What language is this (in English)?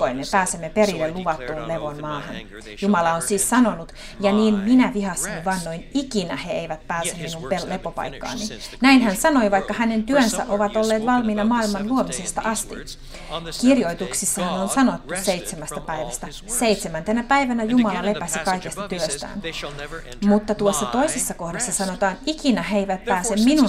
Finnish